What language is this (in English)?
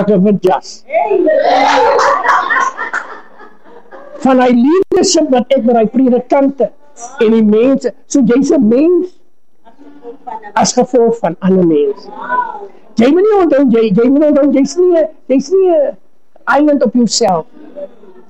Afrikaans